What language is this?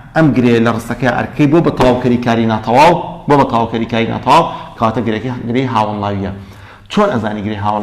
Central Kurdish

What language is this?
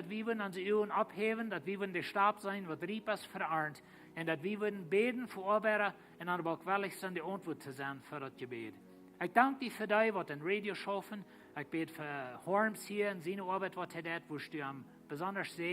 Plautdietsch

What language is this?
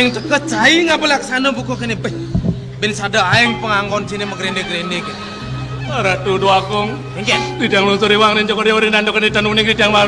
Balinese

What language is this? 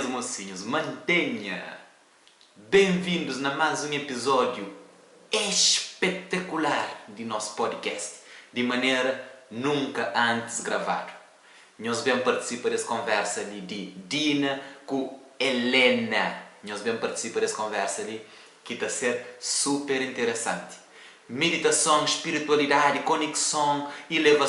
Kabuverdianu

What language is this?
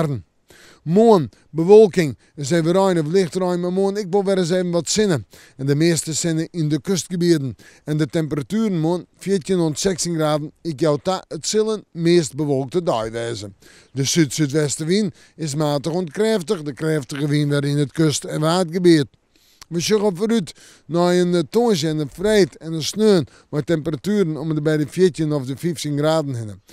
Western Frisian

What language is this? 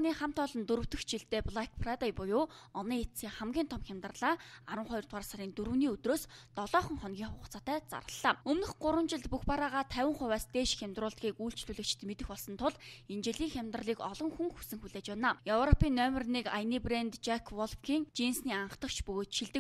Mongolian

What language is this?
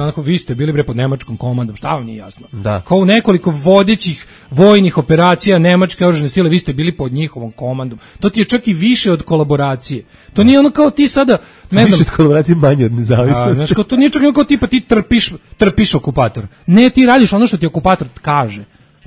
Serbian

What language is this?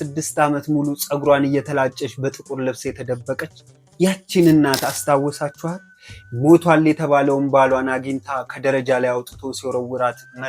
Amharic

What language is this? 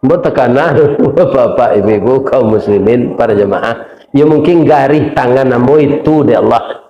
Minangkabau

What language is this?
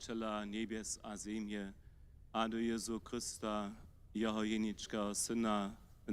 Upper Sorbian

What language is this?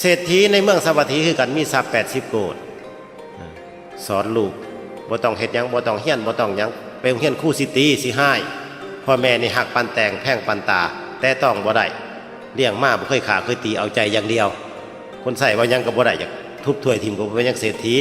Northeastern Thai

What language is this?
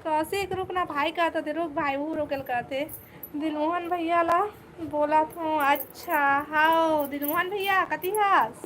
Chhattisgarhi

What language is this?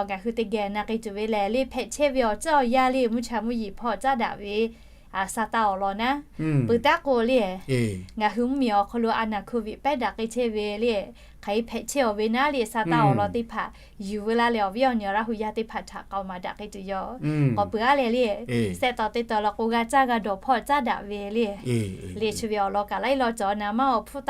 Lahu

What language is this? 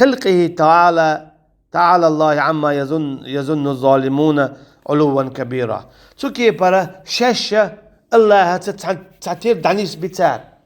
Chechen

